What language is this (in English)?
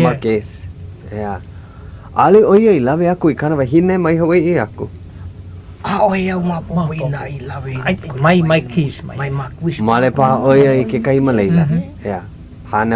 Hawaiian